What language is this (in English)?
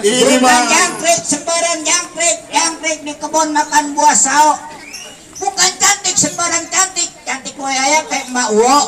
Betawi